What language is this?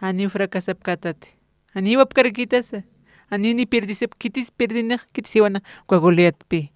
Aymara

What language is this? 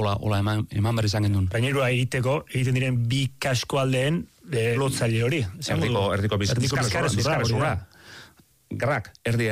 Basque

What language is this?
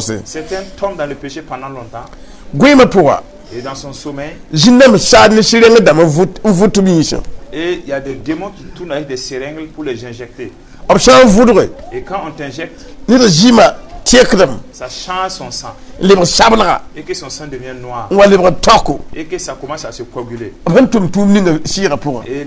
Mossi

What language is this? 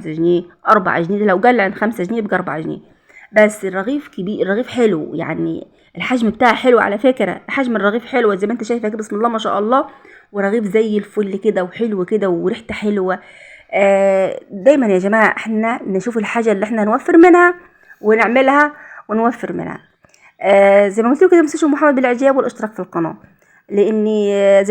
Egyptian Arabic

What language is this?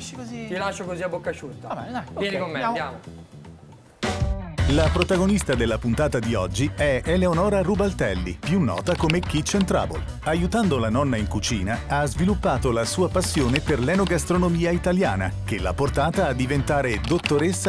Italian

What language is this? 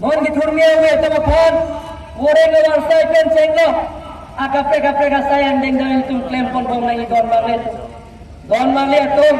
Karbi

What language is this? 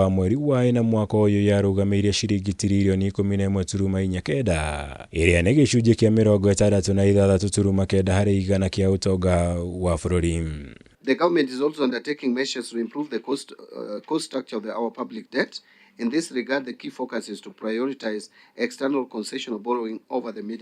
Kikuyu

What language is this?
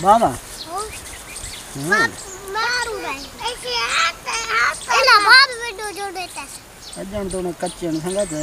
Saraiki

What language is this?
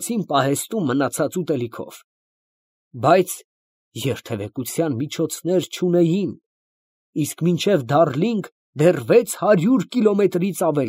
Armenian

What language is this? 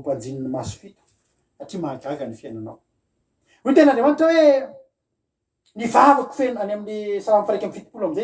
Malagasy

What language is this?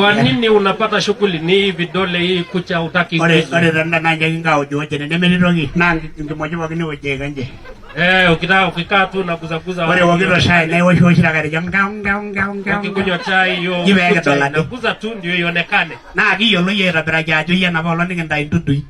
Masai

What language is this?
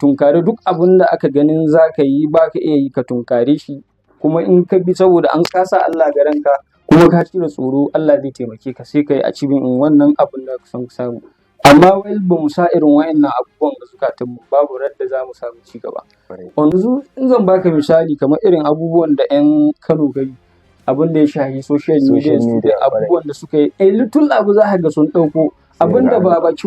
Hausa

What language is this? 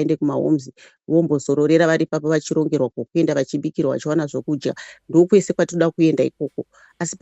Shona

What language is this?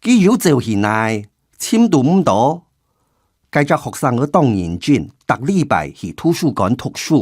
Hakka Chinese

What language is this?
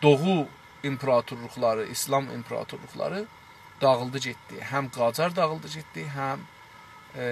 South Azerbaijani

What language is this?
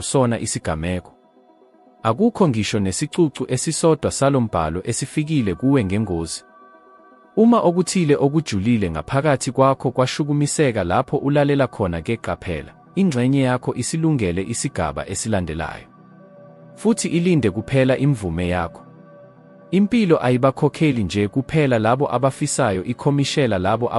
Zulu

